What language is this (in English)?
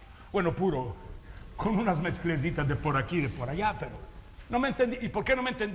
Ladino